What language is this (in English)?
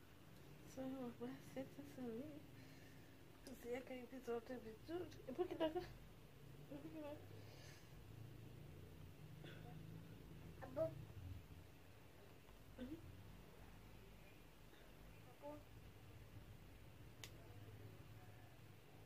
Swahili